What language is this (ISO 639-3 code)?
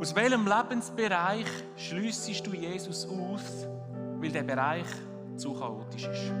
gsw